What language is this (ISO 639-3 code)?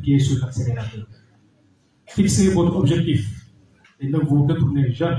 fra